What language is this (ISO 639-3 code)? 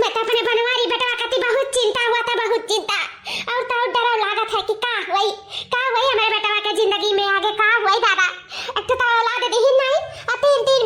awa